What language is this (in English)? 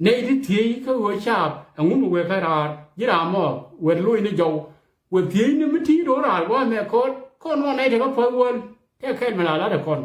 Nuer